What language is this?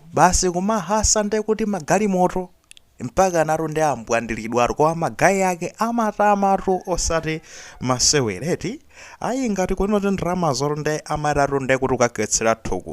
Nyanja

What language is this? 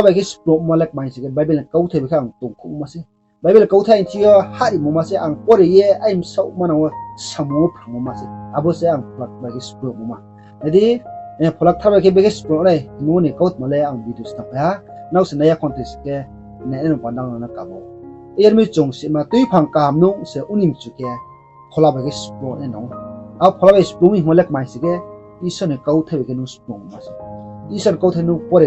Riang (India)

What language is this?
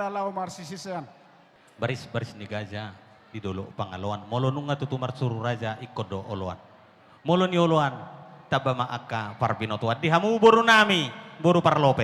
Batak Toba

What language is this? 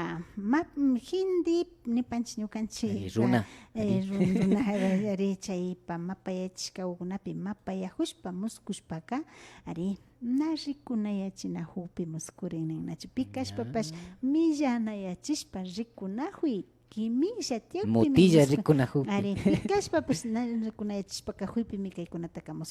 Imbabura Highland Quichua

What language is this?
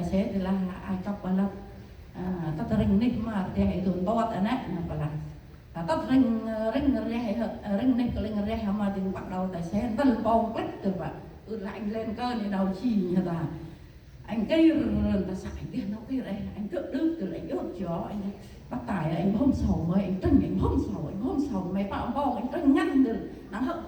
Central Mnong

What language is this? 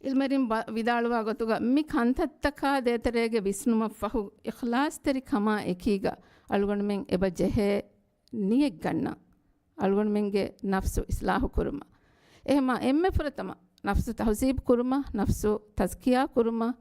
Divehi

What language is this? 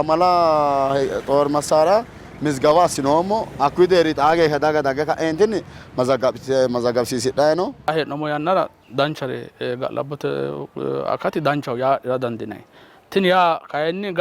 Sidamo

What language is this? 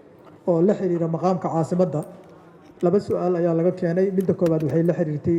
Somali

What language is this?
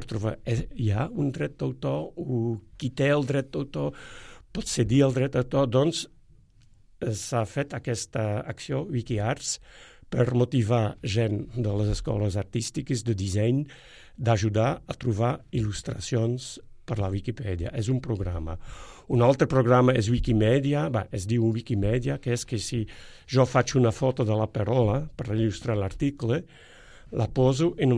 Catalan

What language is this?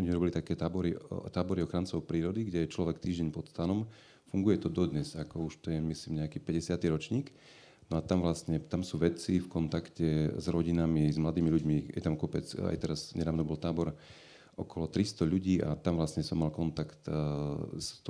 Slovak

